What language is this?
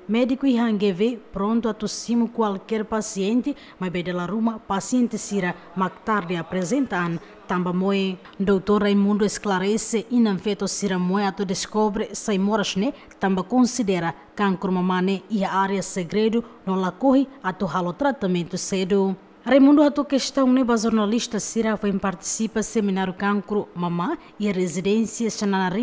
Tetum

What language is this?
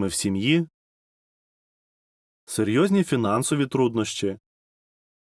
Ukrainian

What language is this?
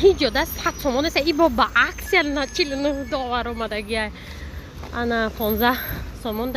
Tajik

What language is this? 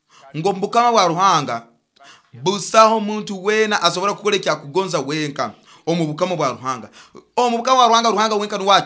Nyoro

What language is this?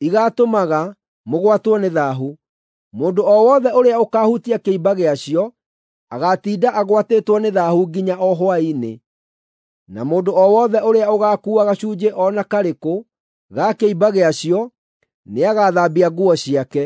Kikuyu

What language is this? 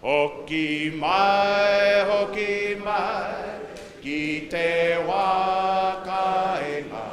Māori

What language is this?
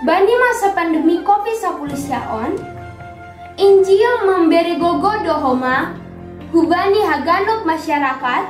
Batak Simalungun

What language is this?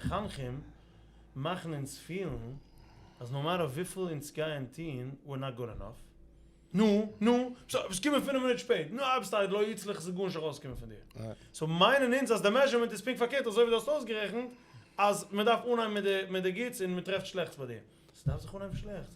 Yiddish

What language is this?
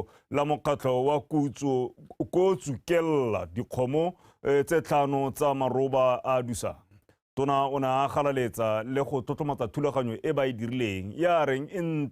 Tswana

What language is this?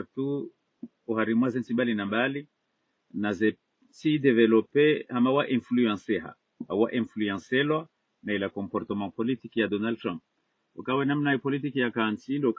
Ngazidja Comorian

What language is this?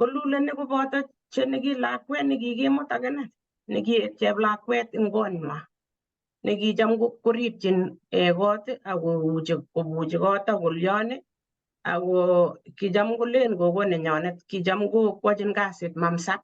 Kalenjin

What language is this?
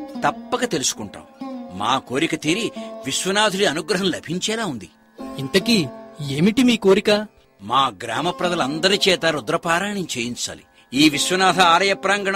Telugu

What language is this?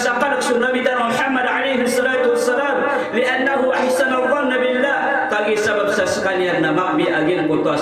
Maranao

